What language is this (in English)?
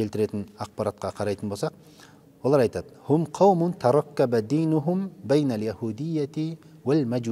Kazakh